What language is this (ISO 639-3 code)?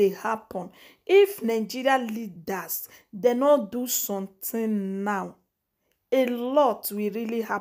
pcm